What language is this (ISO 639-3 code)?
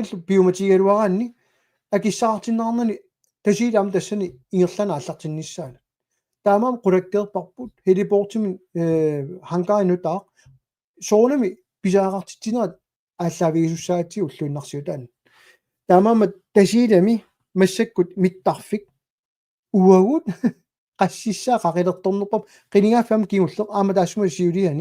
kal